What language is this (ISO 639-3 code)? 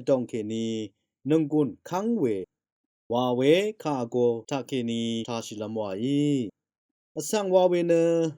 raw